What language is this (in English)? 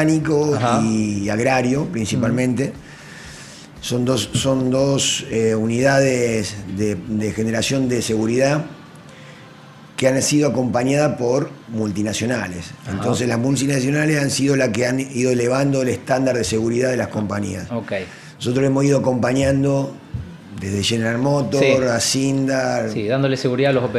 Spanish